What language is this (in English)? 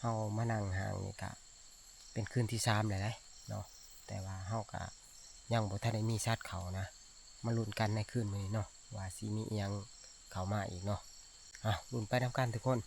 Northeastern Thai